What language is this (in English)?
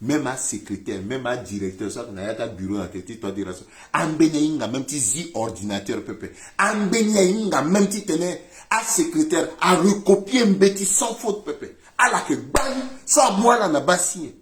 Sango